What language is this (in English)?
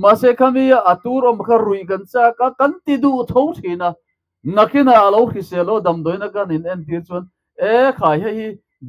Mizo